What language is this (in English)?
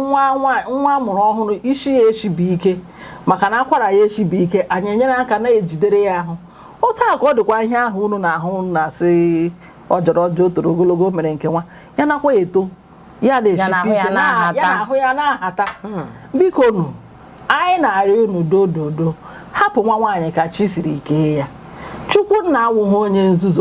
Igbo